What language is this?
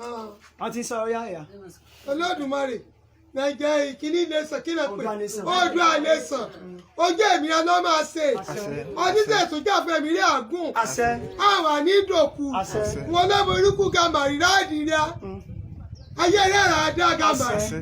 Yoruba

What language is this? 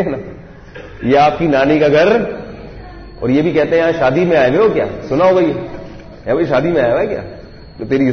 Urdu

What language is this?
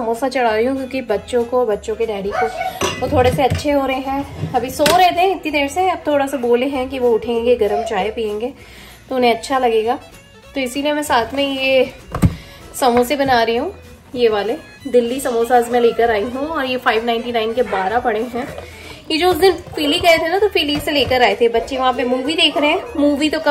Hindi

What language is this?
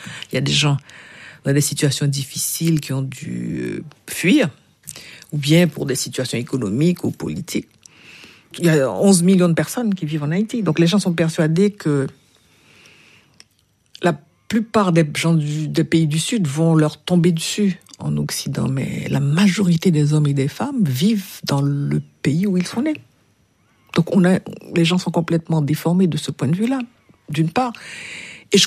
French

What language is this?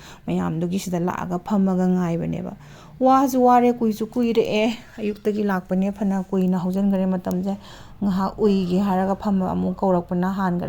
Manipuri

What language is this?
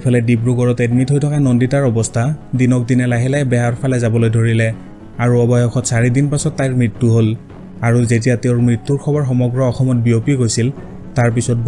Assamese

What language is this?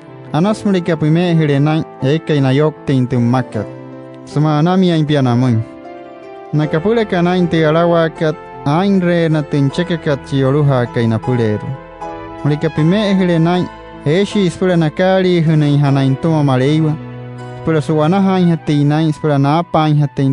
Wayuu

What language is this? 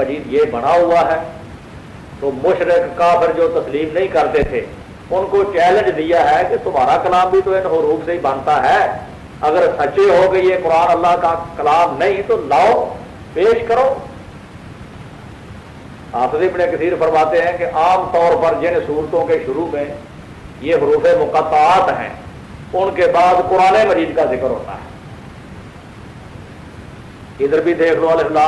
Urdu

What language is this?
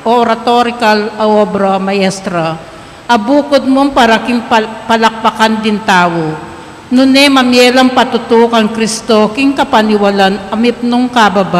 Pampanga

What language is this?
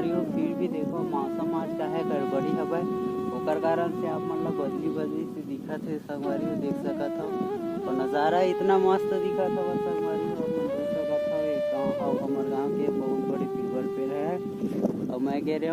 Chhattisgarhi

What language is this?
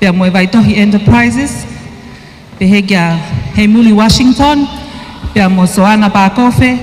Tongan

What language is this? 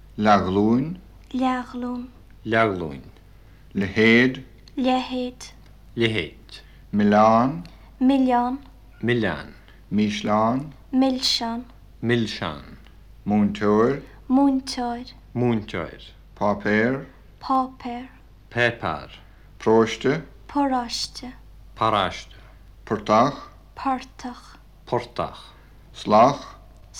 Albanian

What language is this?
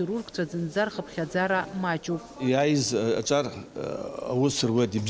Abkhazian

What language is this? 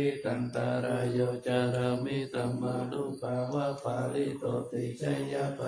Pali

